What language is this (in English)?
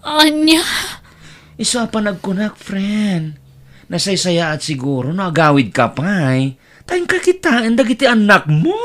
Iloko